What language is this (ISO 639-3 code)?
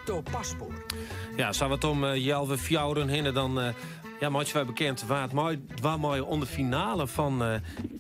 fry